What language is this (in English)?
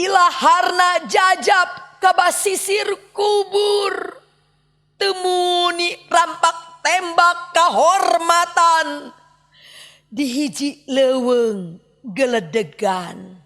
Sundanese